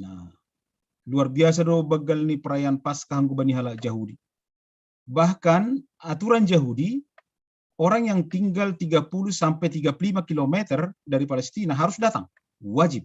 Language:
Batak Simalungun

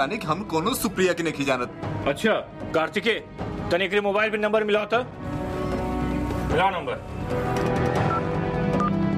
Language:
Bhojpuri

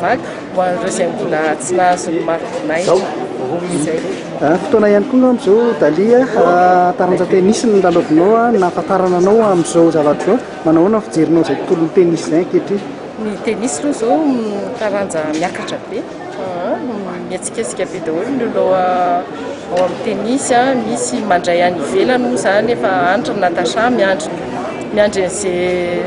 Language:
Malagasy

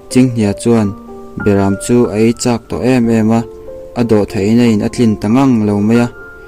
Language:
Mizo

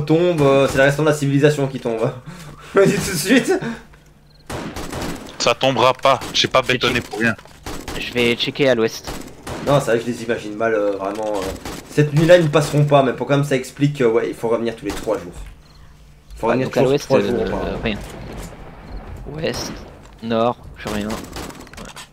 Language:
French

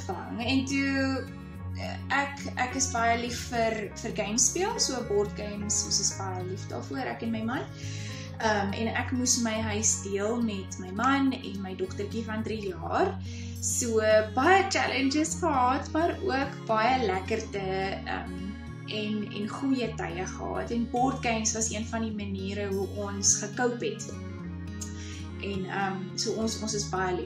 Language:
Afrikaans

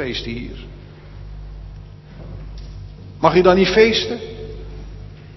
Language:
Dutch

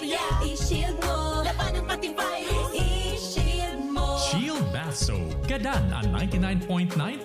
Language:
Bikol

